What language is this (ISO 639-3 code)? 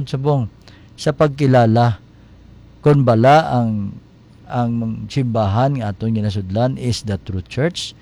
hil